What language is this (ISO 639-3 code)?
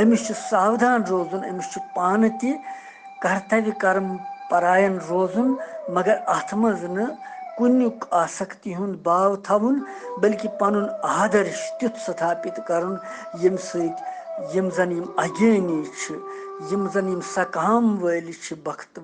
kas